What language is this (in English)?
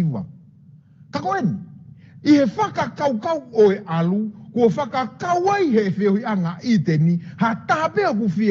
Tongan